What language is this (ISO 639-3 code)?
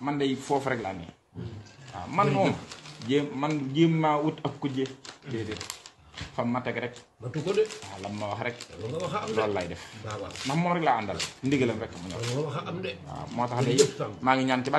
wol